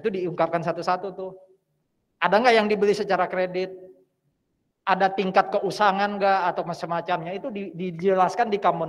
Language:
Indonesian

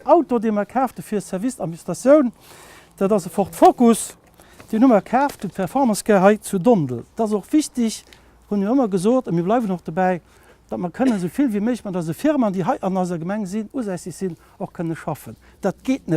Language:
Luxembourgish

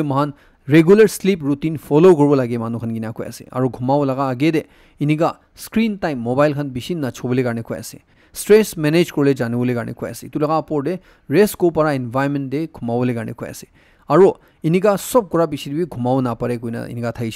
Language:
Naga Pidgin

